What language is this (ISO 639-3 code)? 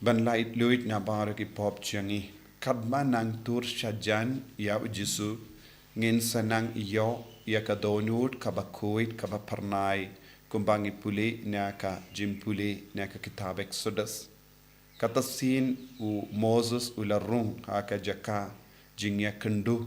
kha